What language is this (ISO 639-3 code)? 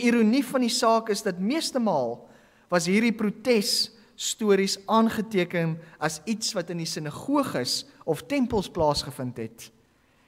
afr